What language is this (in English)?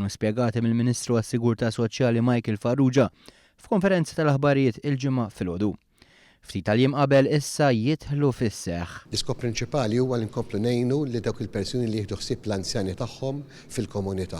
Maltese